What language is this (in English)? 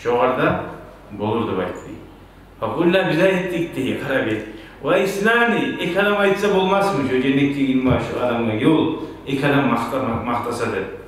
Kumyk